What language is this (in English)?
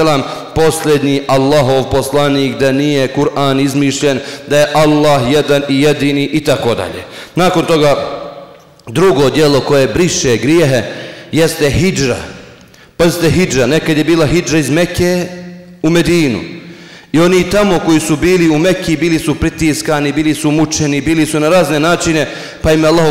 Bosnian